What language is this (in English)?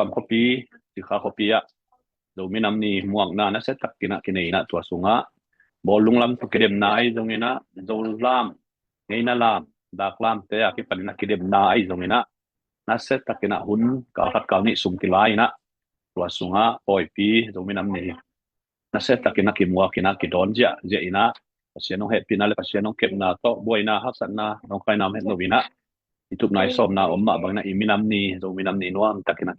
Tedim Chin